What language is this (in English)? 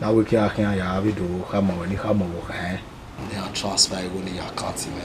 Bini